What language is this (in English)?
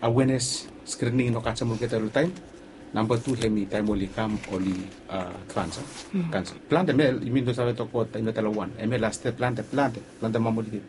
Bislama